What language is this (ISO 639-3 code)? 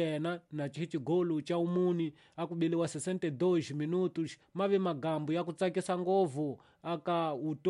tso